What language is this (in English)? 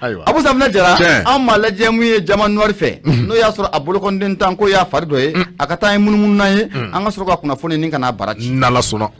Bambara